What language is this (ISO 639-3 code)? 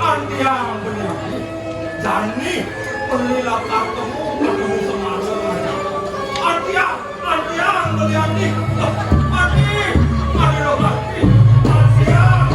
ban